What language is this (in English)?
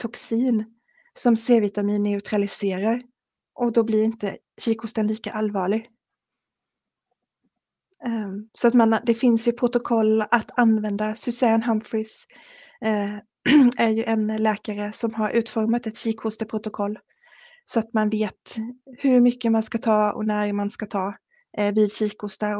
Swedish